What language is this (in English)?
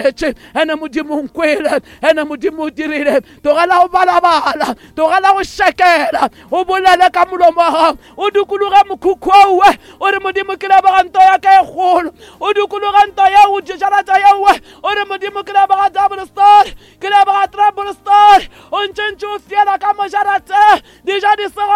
Northern Sotho